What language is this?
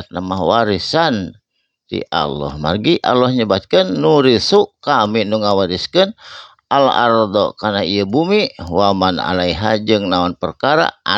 Sundanese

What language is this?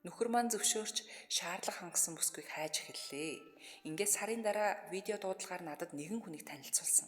Mongolian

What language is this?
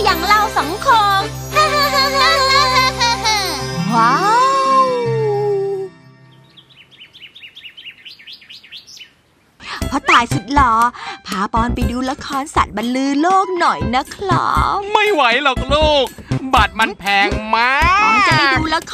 Thai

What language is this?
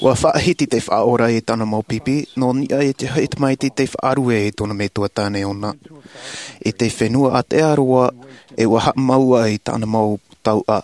Tahitian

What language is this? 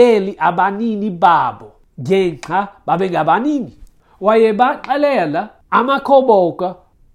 Xhosa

